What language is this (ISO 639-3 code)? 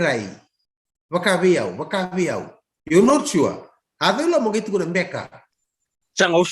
fij